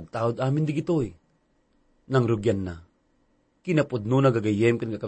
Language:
Iloko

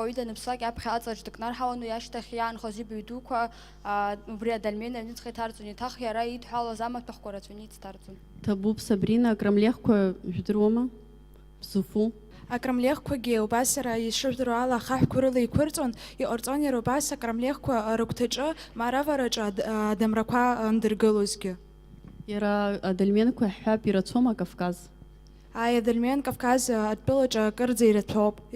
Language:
Abkhazian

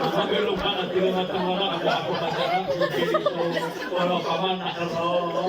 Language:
Maranao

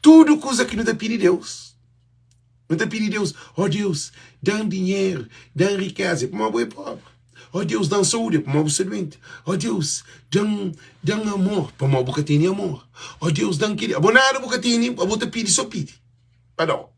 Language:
Kabuverdianu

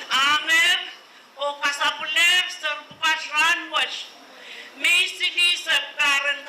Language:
Pohnpeian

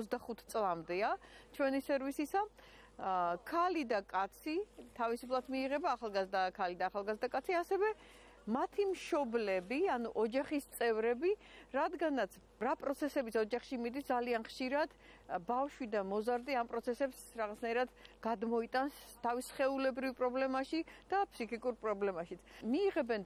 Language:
Georgian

